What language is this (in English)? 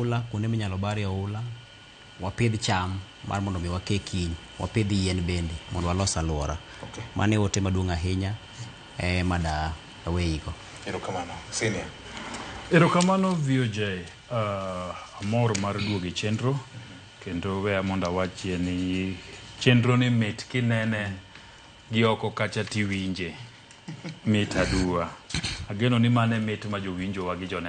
Luo (Kenya and Tanzania)